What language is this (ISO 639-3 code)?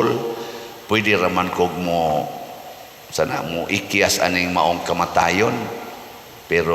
ceb